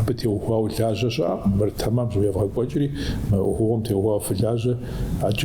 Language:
Kabardian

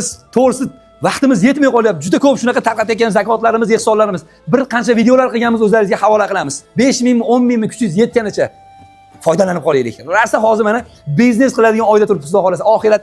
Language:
Uzbek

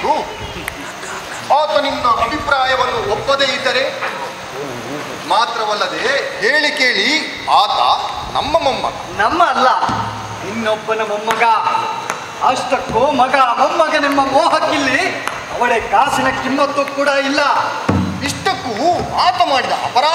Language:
Kannada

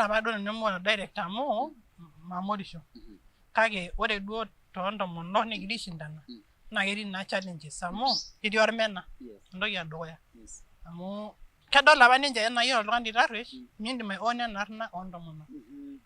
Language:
Masai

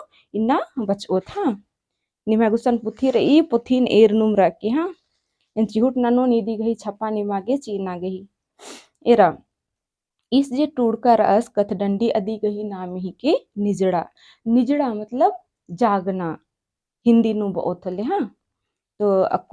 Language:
Kurukh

